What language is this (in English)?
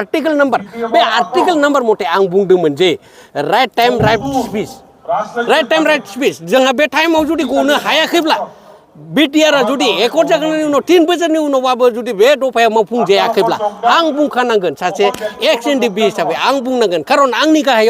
Bodo